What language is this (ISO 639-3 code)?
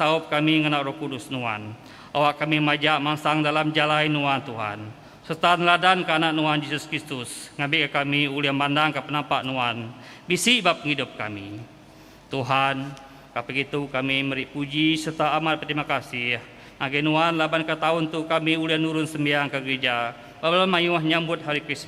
iba